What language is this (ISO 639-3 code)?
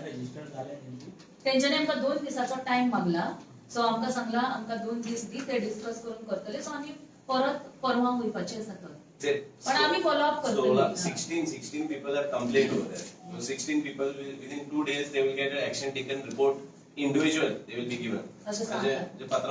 kok